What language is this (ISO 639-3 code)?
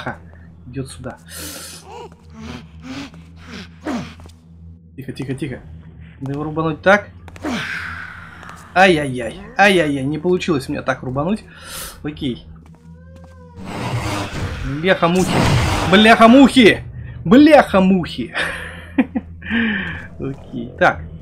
rus